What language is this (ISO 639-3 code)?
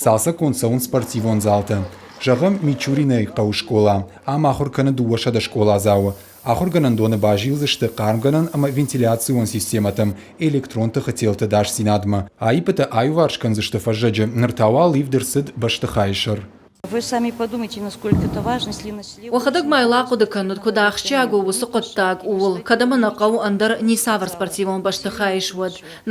oss